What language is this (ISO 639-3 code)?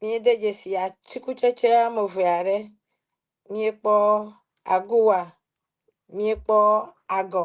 ewe